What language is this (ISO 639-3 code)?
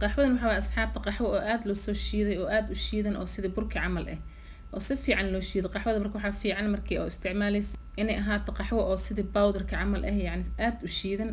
som